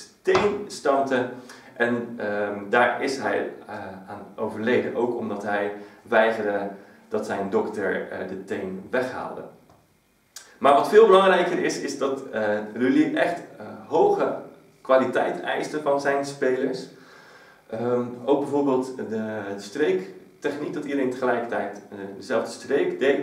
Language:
Dutch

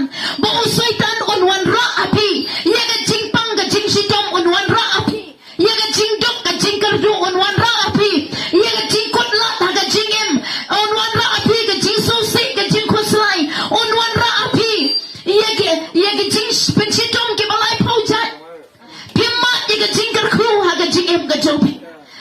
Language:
Khasi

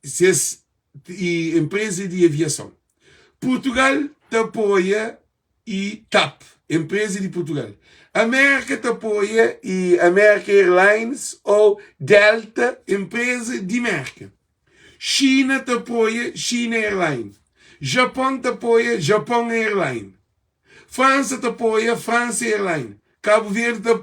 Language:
Kabuverdianu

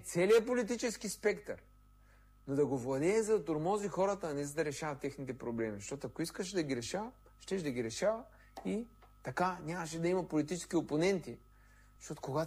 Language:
Bulgarian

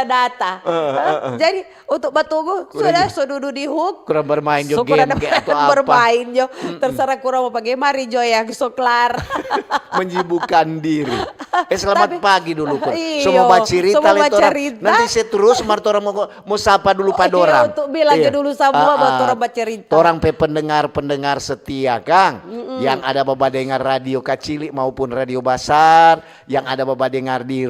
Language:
Manado Malay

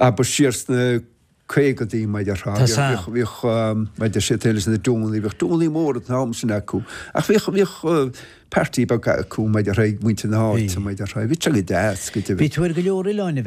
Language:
Irish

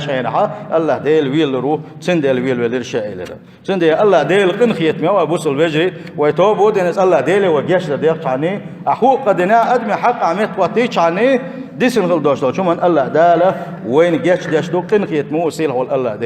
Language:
Chechen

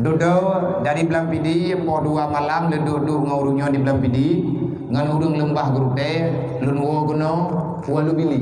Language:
Achinese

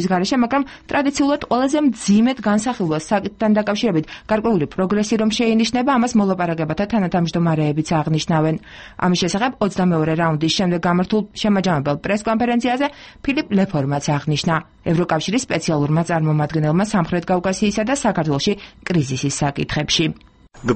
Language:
Georgian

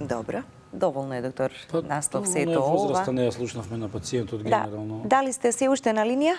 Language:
Macedonian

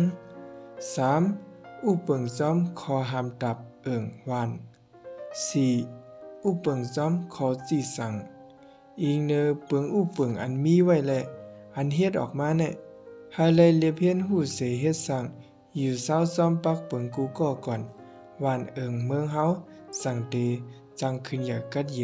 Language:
Shan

